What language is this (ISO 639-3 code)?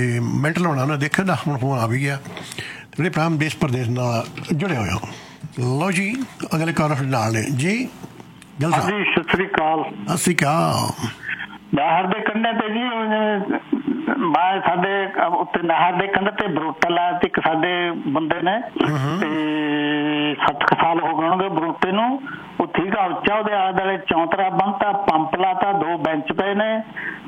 pan